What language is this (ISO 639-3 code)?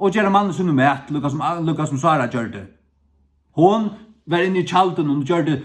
fao